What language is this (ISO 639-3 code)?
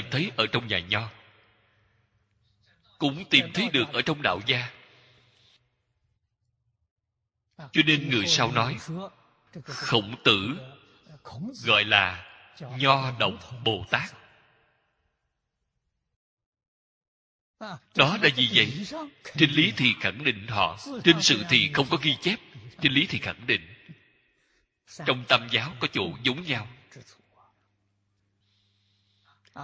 vie